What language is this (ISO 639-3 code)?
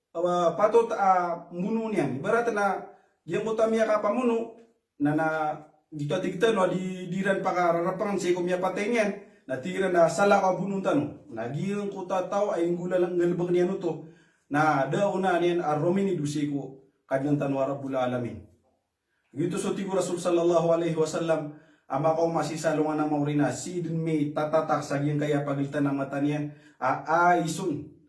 mrw